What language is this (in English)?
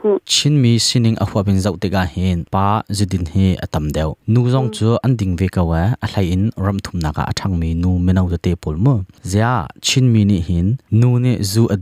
Hakha Chin